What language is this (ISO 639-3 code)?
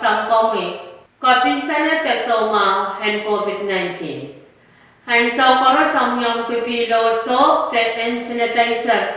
pon